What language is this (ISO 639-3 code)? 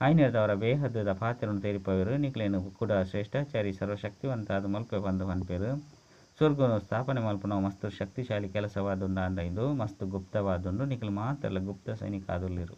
tcy